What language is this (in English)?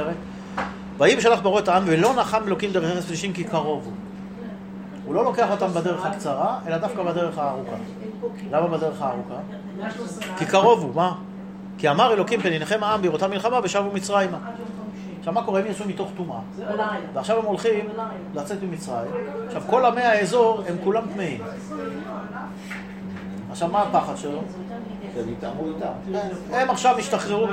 Hebrew